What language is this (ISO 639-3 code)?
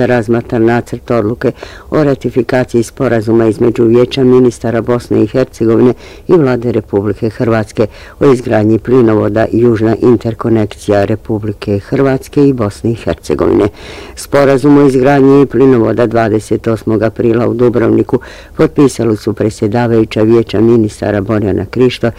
bos